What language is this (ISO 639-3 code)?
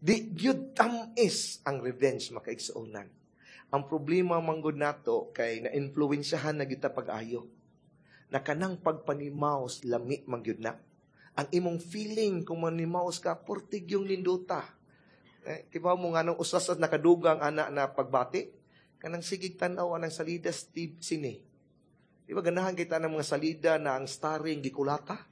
ceb